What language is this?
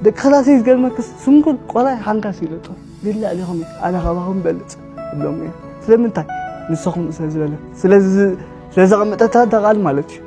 Tigrinya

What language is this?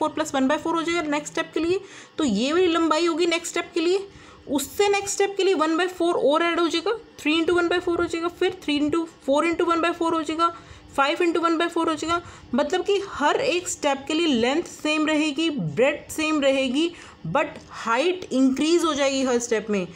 Hindi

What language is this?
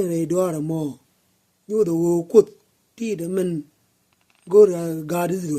Nuer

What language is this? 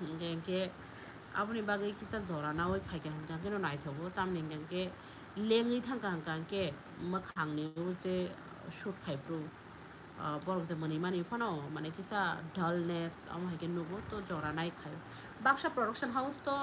Kok Borok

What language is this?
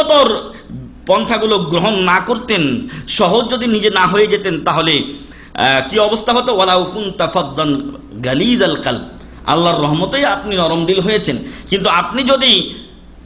Bangla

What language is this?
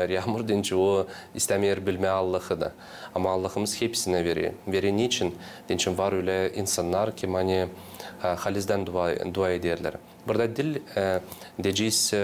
Gagauz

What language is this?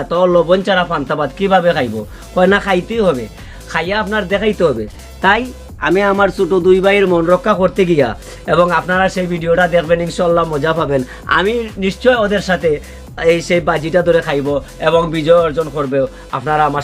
Sylheti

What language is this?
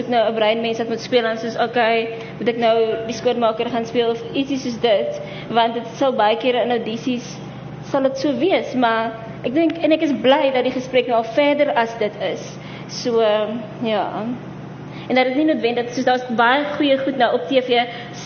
Afrikaans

